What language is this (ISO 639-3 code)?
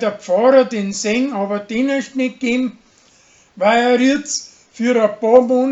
bar